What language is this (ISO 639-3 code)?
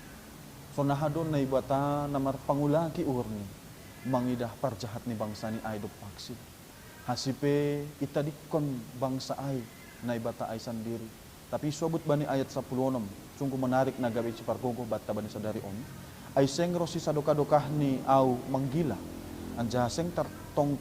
bts